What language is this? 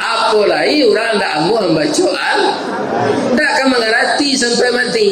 Minangkabau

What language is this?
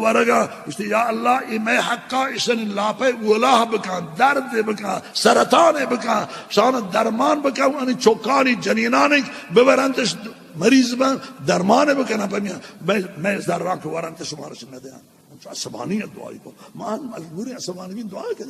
Baluchi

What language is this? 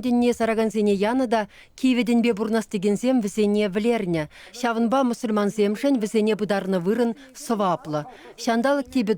Chuvash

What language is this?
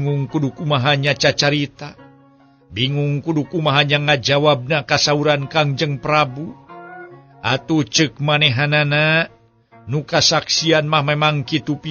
Sundanese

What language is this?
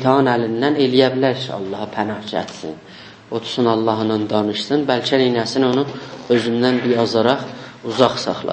South Azerbaijani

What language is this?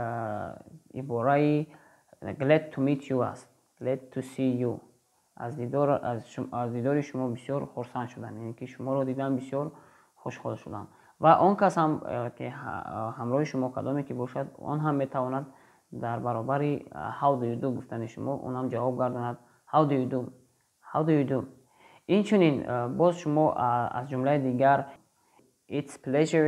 Tajik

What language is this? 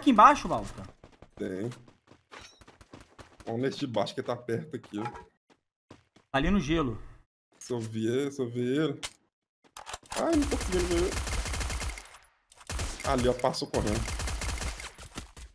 Portuguese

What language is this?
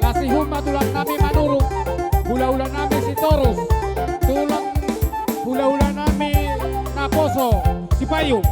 Batak Toba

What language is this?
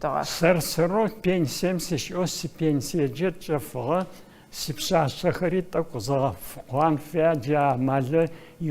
Adyghe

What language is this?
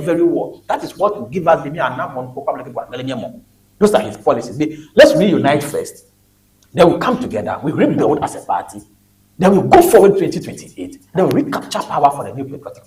Ewe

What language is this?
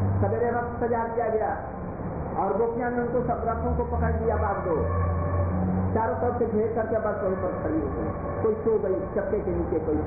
Hindi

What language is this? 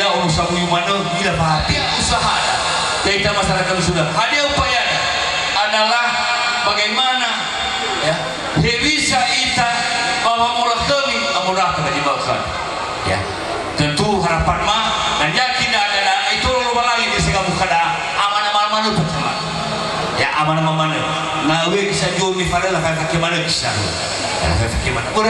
Nias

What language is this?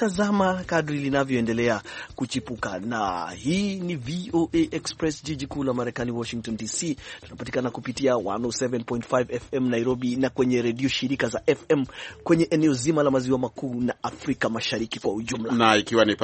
Swahili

